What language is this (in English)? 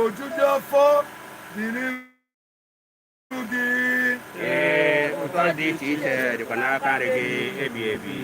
Igbo